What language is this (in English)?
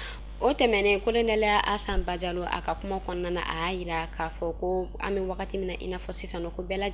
Bambara